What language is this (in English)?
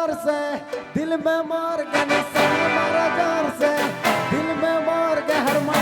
Sadri